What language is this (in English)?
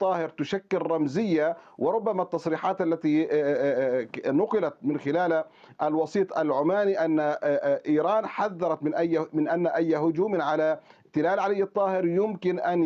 Arabic